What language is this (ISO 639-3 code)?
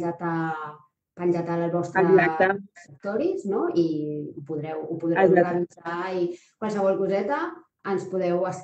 cat